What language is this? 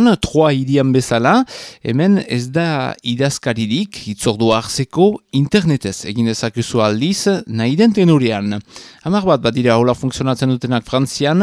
Basque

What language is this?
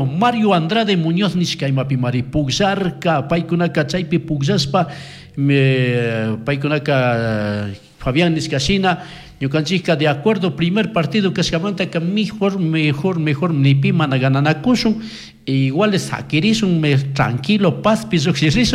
Chimborazo Highland Quichua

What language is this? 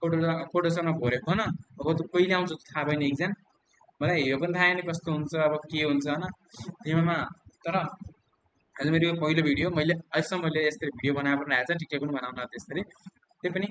Nepali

